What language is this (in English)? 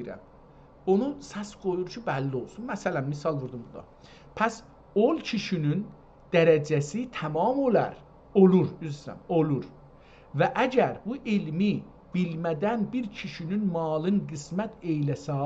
South Azerbaijani